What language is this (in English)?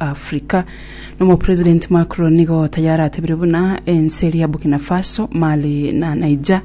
Gusii